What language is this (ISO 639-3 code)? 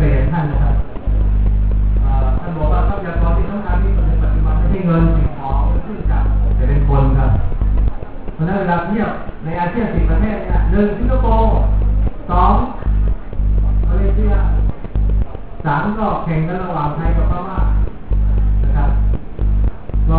tha